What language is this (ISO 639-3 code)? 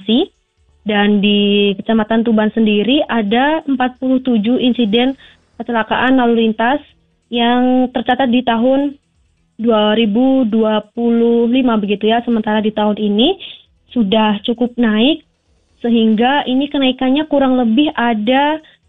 ind